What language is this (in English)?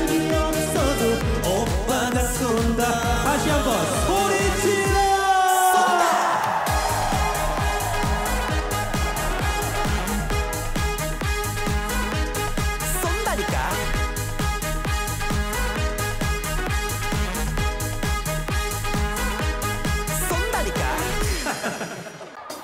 Korean